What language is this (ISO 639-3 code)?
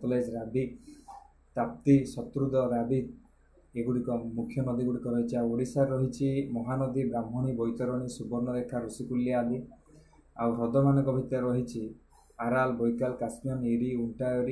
ori